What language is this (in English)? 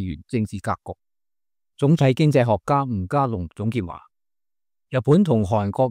Cantonese